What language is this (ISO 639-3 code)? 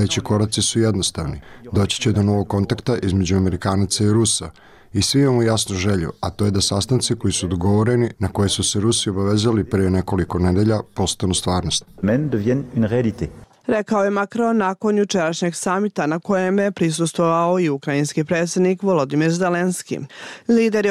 bos